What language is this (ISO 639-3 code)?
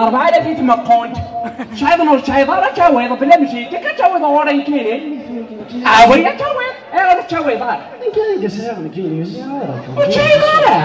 kab